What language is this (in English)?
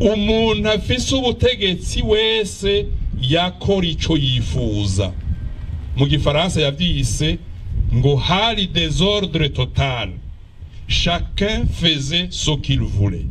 Rundi